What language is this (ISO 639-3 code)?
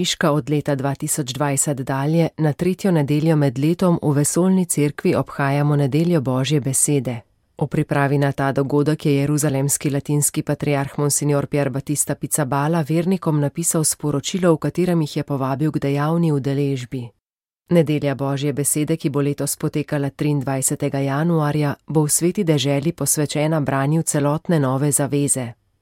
slv